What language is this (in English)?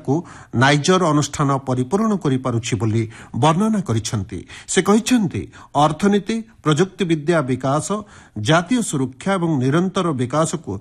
Odia